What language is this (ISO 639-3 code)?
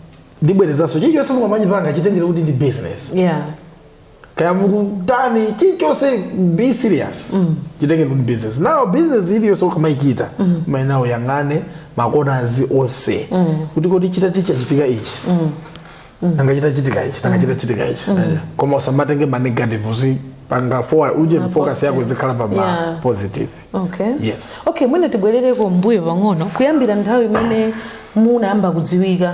nya